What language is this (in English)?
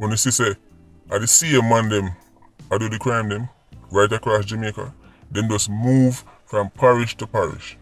Jamaican Creole English